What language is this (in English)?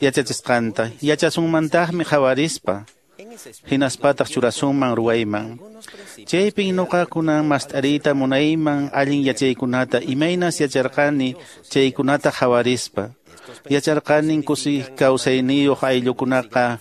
Quechua